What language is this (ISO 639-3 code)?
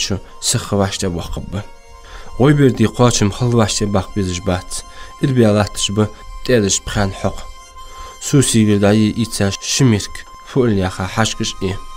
inh